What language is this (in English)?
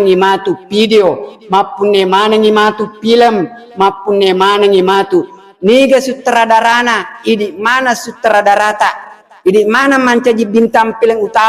Buginese